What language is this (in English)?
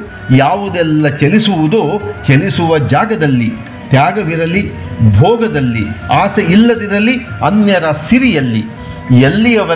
Kannada